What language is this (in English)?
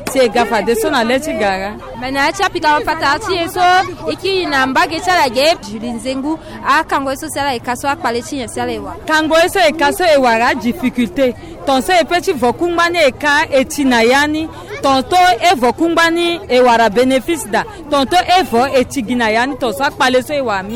Sango